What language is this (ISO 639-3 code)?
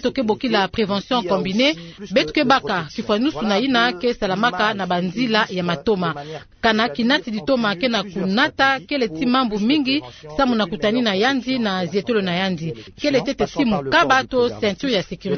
ktu